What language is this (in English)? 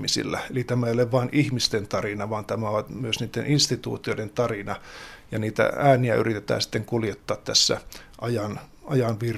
Finnish